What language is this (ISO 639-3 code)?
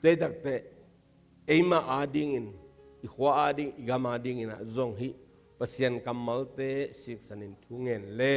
ctd